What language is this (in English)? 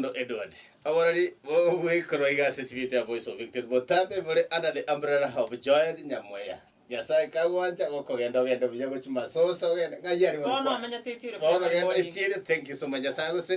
Gusii